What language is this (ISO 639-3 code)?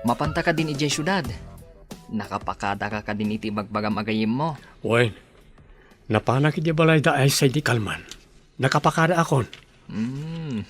ilo